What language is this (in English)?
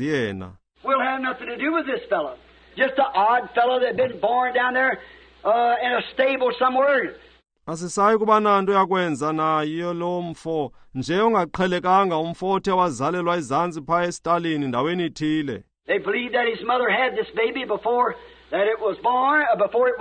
Xhosa